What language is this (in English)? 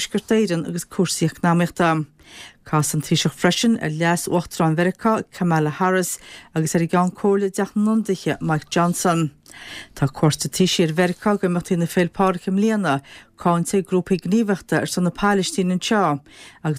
Irish